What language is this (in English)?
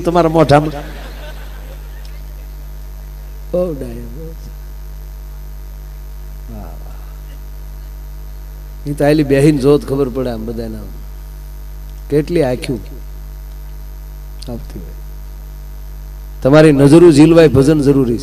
Gujarati